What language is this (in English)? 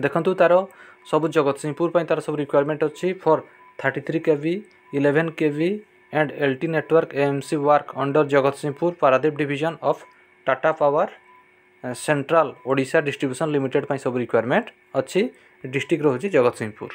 Odia